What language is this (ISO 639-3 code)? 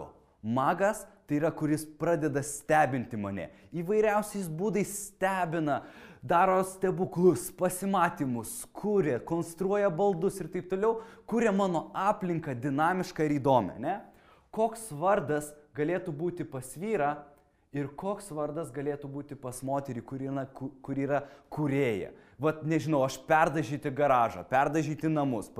lit